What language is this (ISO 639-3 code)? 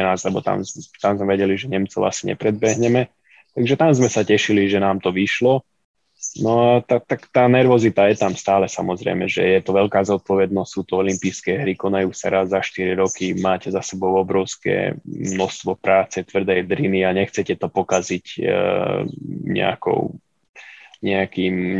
slk